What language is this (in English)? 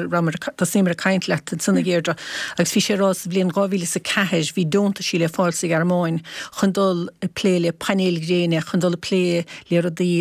Irish